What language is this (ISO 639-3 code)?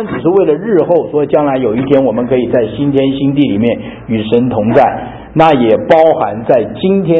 zho